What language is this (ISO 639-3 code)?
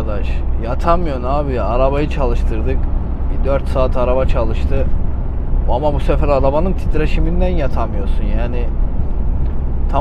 tur